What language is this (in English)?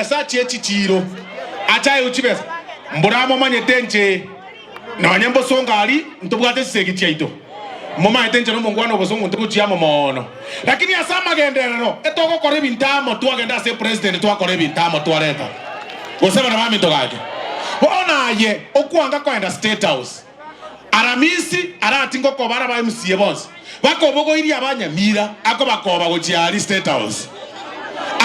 Gusii